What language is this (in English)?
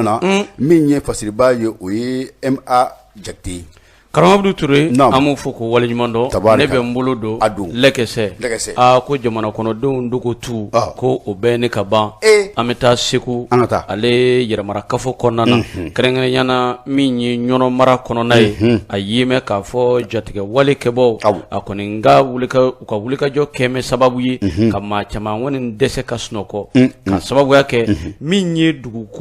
Bambara